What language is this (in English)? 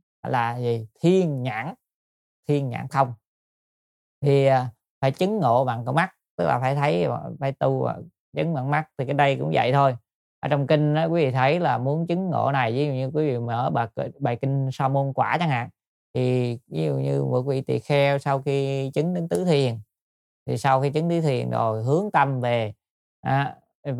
Vietnamese